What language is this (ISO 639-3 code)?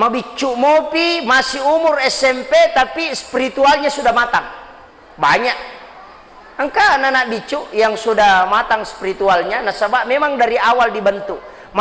bug